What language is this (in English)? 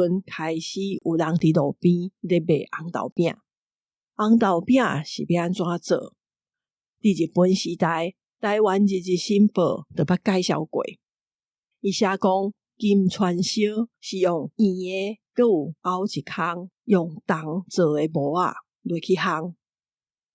Min Nan Chinese